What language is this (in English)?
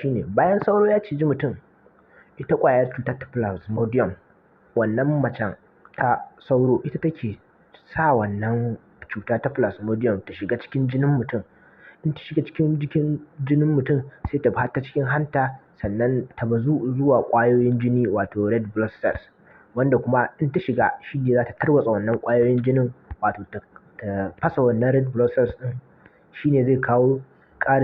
Hausa